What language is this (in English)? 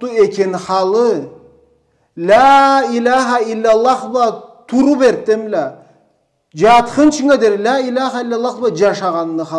Karachay-Balkar